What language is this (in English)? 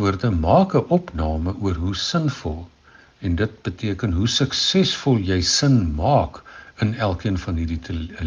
Afrikaans